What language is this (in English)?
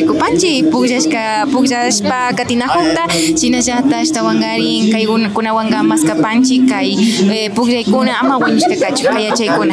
Imbabura Highland Quichua